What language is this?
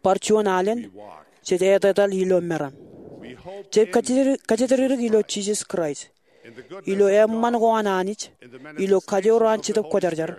Marshallese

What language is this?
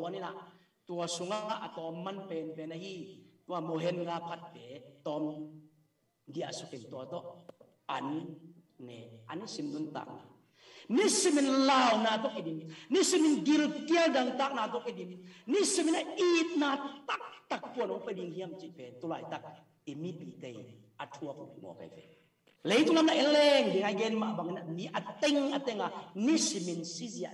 Tedim Chin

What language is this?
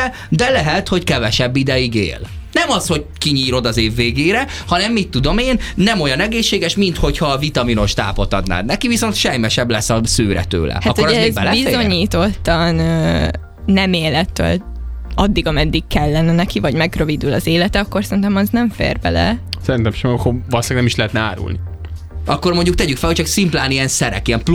Hungarian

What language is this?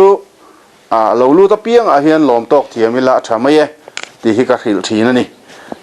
Mizo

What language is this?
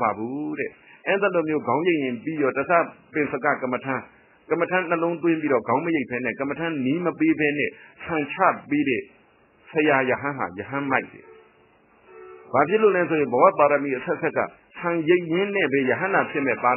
Burmese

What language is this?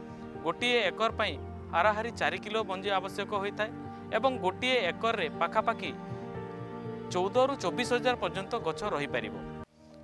Odia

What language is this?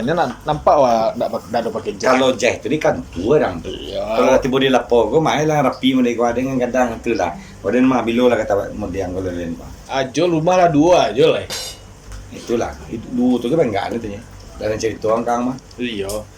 Minangkabau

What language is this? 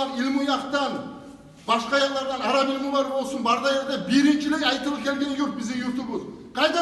Kumyk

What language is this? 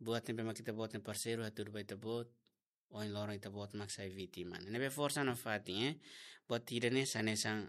Tetum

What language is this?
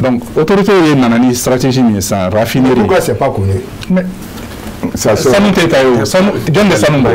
Bambara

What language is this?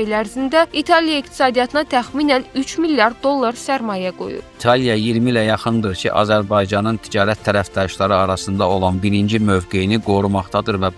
Azerbaijani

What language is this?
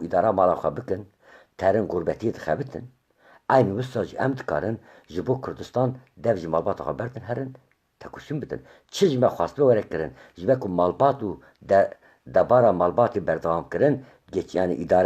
Kurdish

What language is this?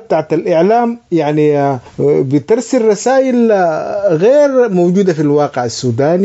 Sudanese Arabic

